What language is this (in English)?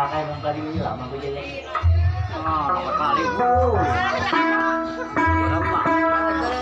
Banjar